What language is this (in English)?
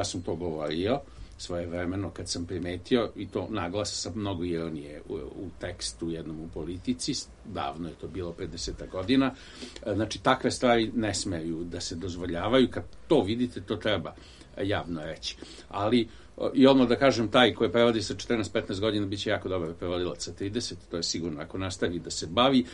Serbian